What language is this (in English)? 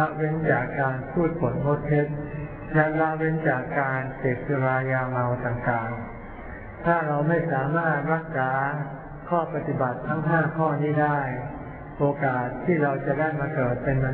Thai